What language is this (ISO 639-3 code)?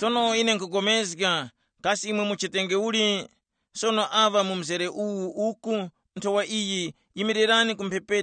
tum